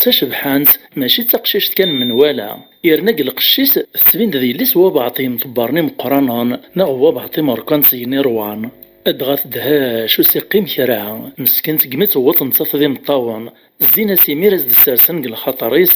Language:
Kabyle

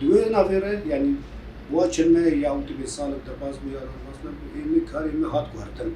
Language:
Kurdish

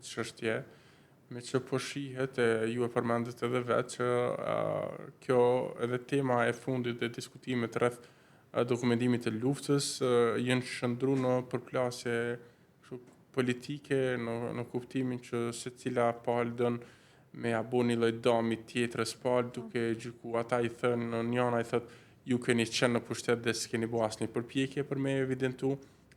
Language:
Albanian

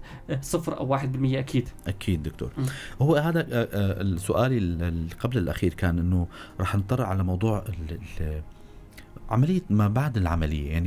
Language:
North Levantine Arabic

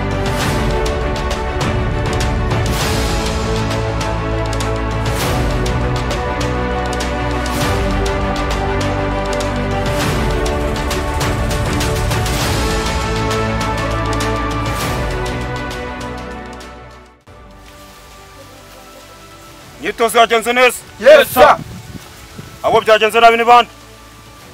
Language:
Kinyarwanda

